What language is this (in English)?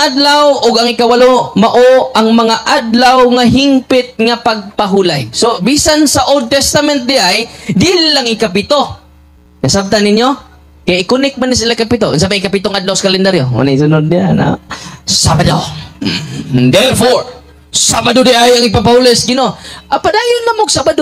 Cebuano